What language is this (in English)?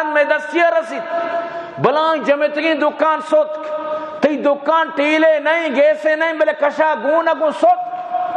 Baluchi